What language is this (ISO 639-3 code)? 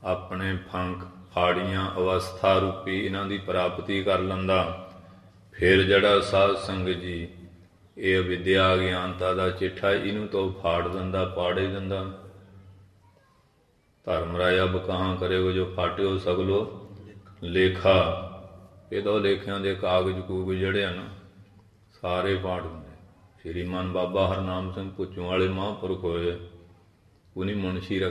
pan